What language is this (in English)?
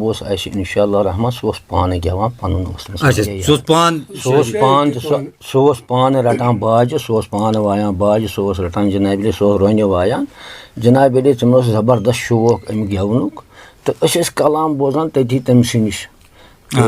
Kashmiri